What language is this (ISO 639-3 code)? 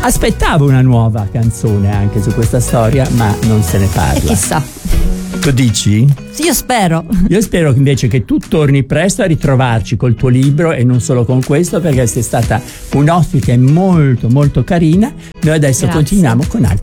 ita